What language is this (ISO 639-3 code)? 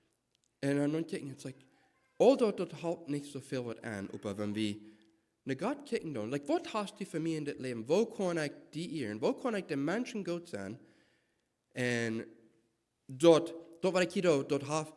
pdt